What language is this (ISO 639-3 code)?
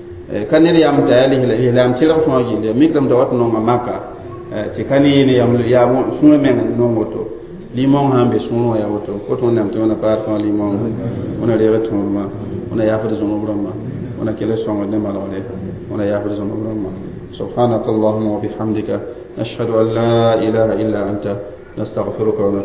mos